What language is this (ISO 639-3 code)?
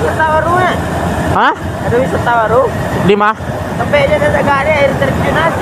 min